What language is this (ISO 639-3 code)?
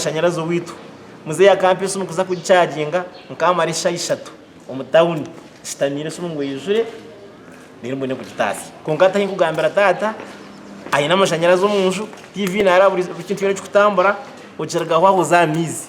nyn